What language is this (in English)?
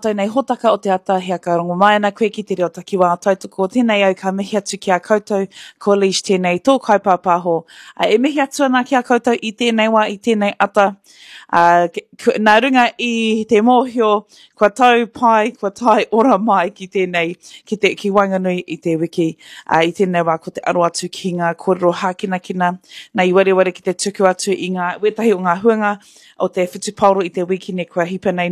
Māori